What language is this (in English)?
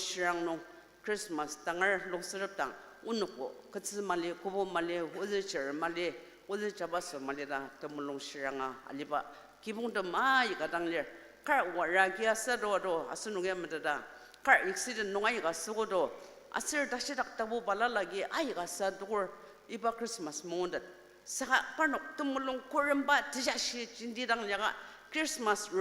Ao Naga